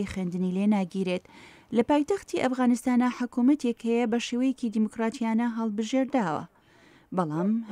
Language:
Central Kurdish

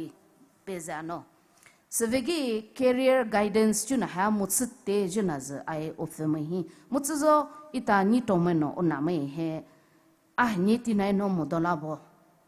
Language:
Poumei Naga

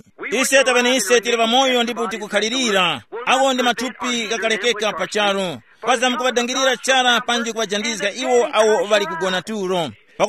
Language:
Tumbuka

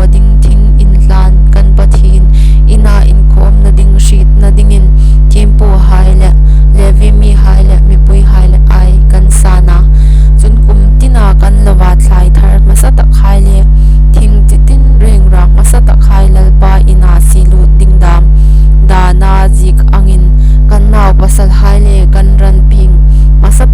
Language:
Hmar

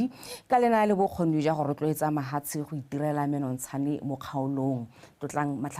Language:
Tswana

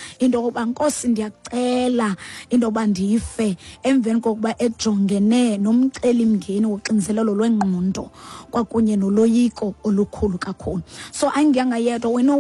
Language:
Xhosa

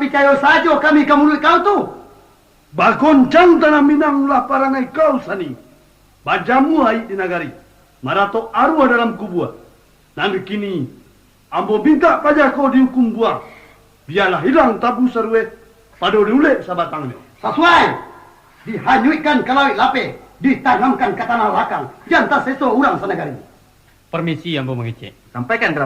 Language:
Minangkabau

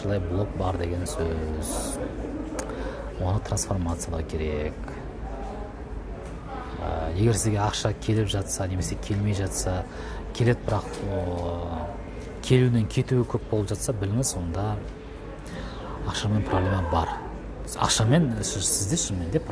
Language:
Kazakh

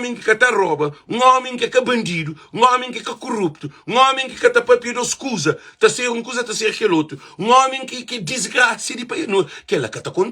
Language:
Kabuverdianu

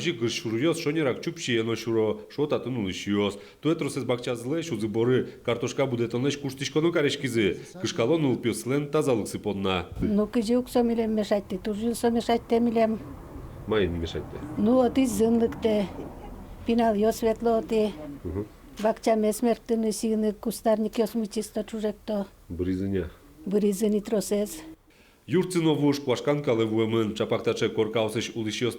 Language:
Udmurt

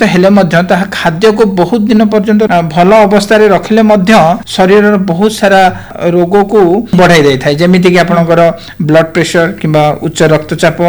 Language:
Odia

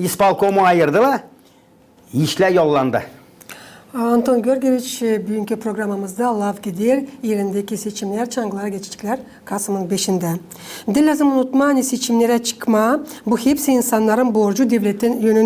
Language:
Gagauz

